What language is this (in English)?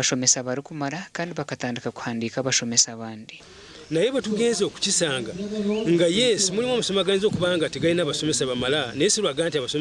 Nyankole